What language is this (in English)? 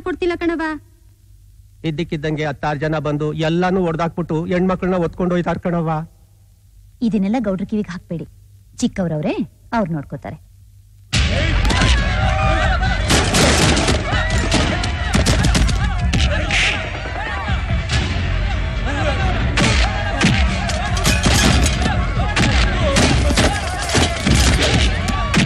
Kannada